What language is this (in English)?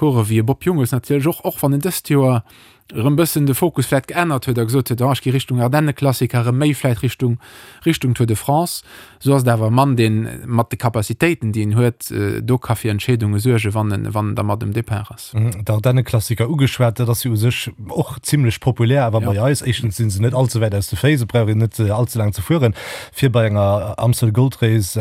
Luxembourgish